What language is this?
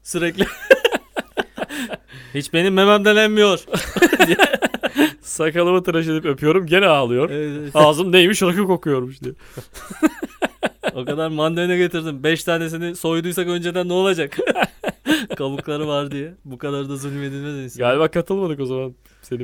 Turkish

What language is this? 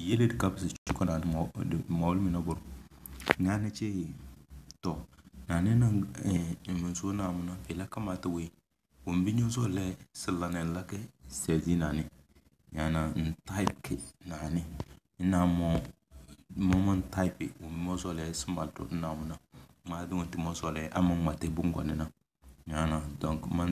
Tem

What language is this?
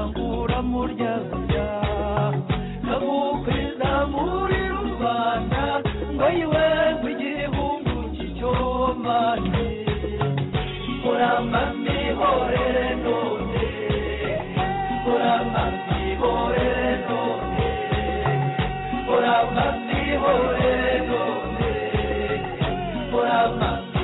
Kinyarwanda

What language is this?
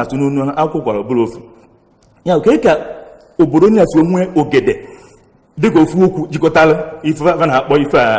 Igbo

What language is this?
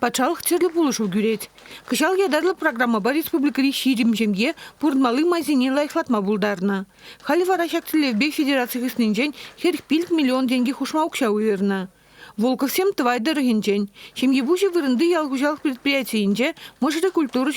Chuvash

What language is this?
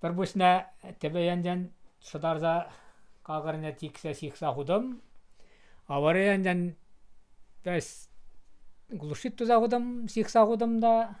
Chuvash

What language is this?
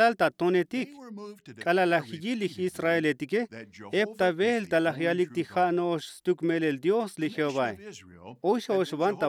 Tzotzil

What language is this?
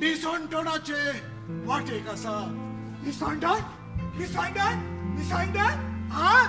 Konkani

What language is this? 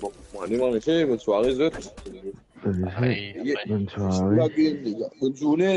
Morisyen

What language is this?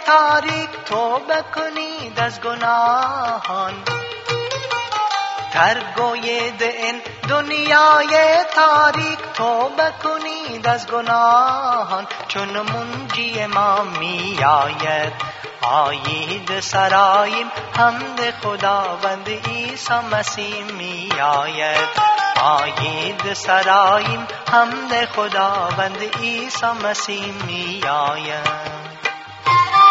Persian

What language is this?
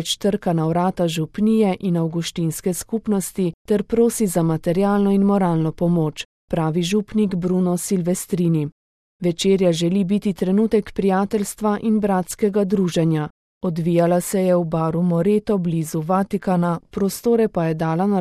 Slovenian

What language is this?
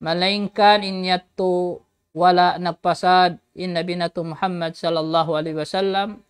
Tausug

